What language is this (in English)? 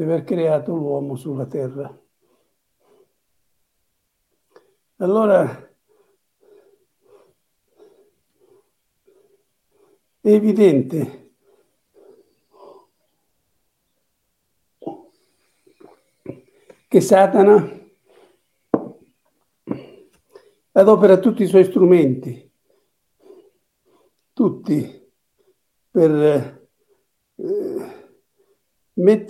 Italian